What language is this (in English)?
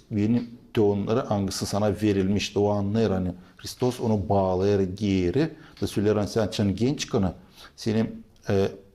Gagauz